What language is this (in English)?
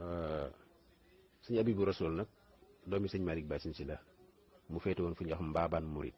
Wolof